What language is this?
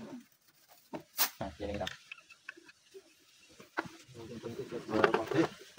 Vietnamese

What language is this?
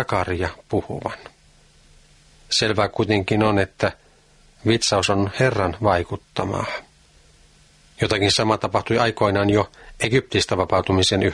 Finnish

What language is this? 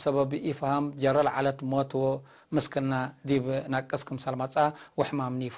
Tigre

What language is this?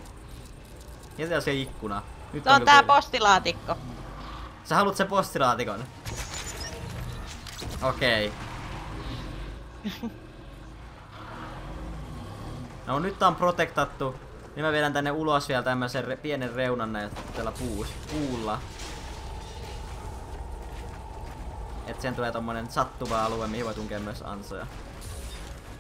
Finnish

